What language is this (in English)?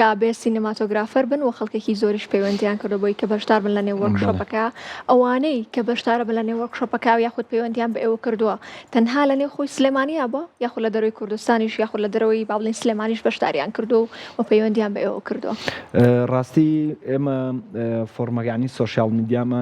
Central Kurdish